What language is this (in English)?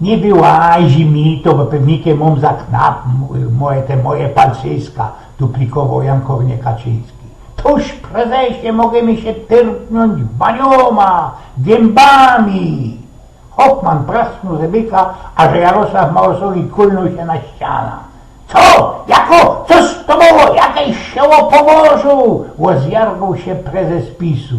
Silesian